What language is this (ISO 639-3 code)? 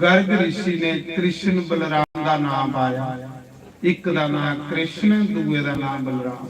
doi